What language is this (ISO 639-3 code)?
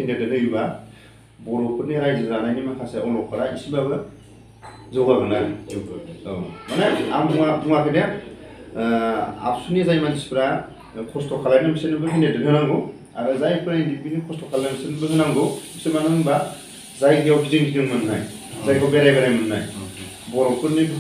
brx